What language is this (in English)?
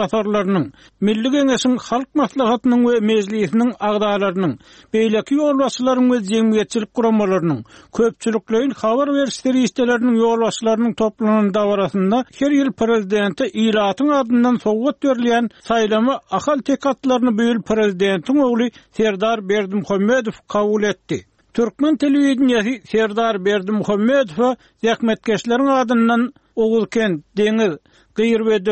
Turkmen